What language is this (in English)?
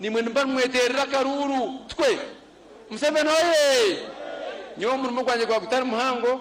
Nyankole